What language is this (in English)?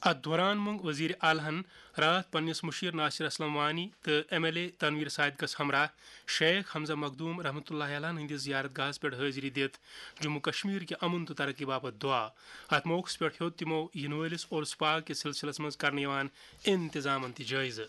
Kashmiri